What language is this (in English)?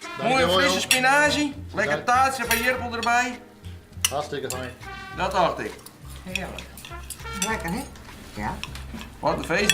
Western Frisian